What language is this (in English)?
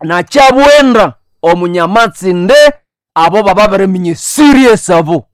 Nande